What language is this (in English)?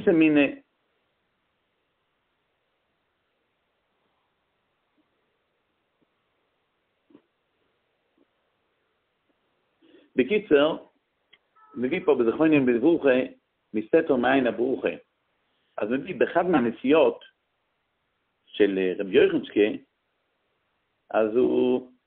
Hebrew